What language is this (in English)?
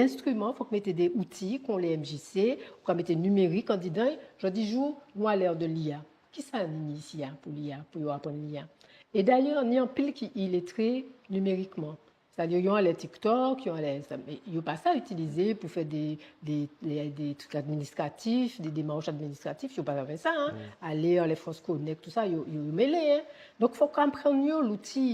Guadeloupean Creole French